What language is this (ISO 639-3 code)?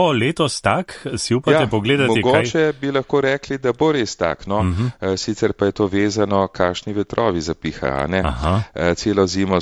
slv